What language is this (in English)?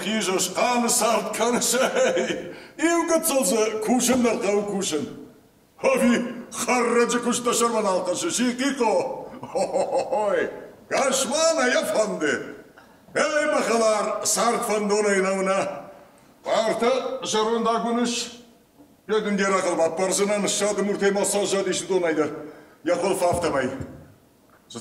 Ossetic